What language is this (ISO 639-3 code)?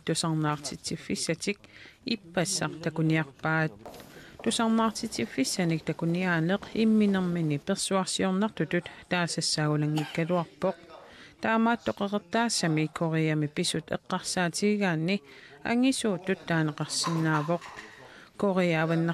kal